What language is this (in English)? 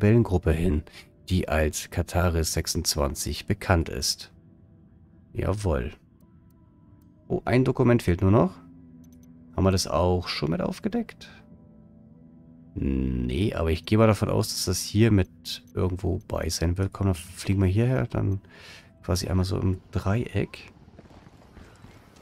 German